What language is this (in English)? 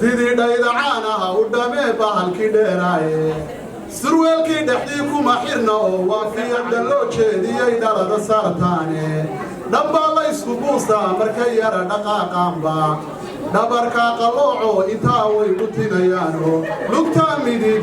Somali